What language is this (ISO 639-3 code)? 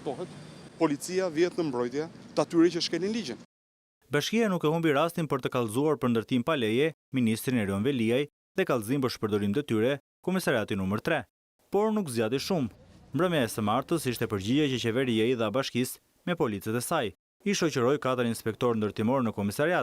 sqi